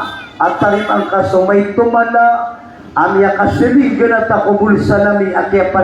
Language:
Maranao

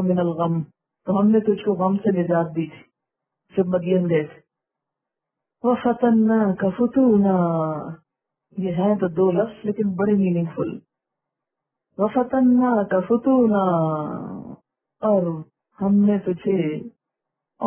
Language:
Urdu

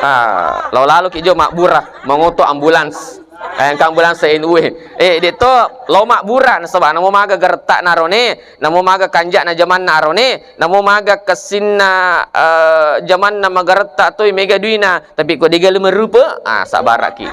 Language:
Buginese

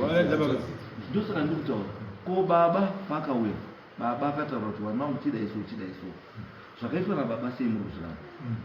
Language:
Shona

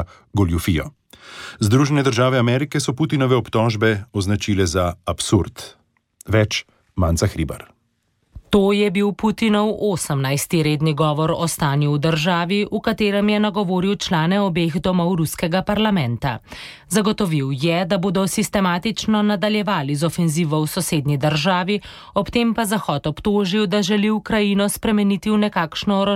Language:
Slovenian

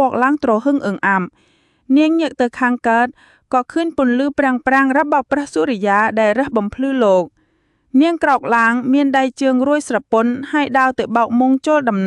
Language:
Khmer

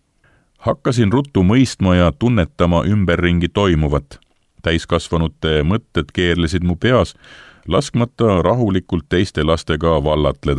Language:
Estonian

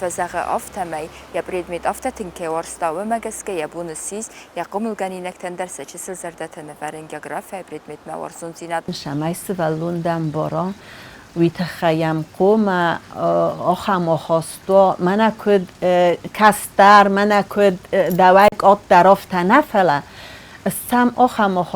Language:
Ossetic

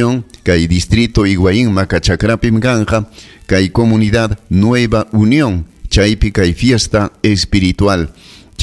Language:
Ayacucho Quechua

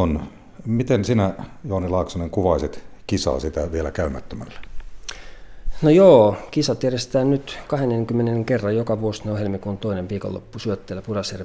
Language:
Finnish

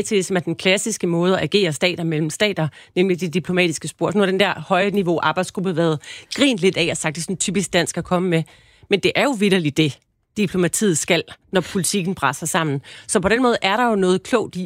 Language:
Danish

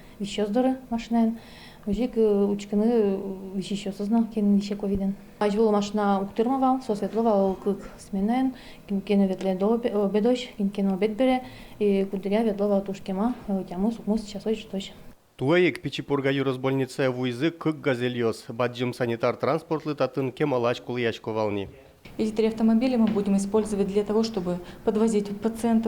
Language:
Udmurt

